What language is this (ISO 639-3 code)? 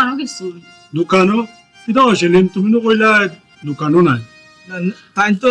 syl